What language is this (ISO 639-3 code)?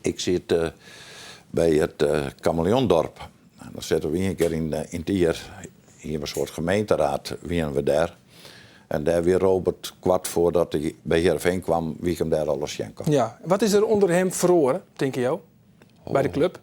fry